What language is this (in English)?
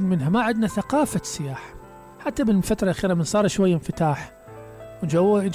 Mesopotamian Arabic